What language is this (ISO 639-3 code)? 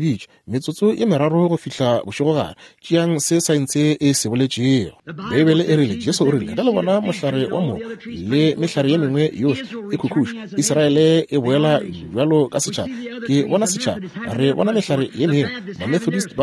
nso